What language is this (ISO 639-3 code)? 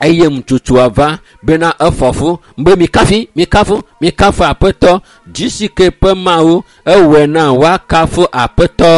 ewe